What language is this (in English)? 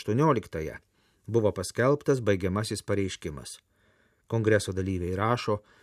Lithuanian